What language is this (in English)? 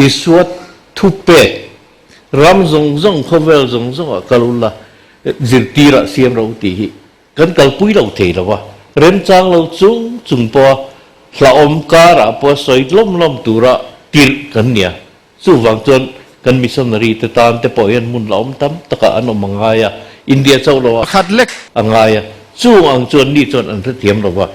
Mizo